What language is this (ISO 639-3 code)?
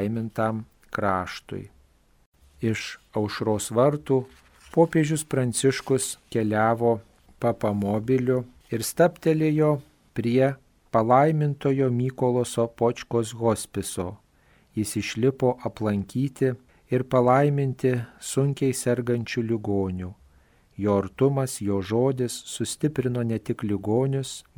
lit